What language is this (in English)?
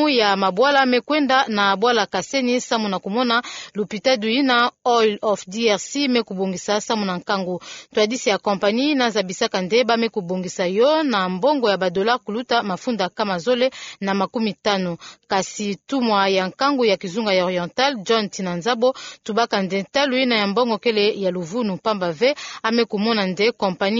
Kituba (Democratic Republic of Congo)